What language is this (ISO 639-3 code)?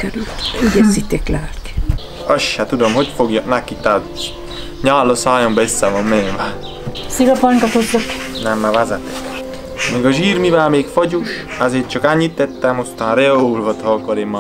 hun